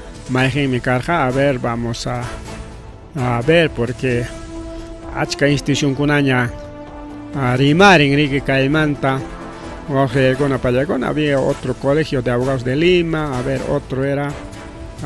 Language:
Ayacucho Quechua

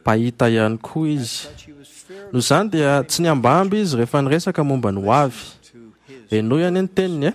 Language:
Malagasy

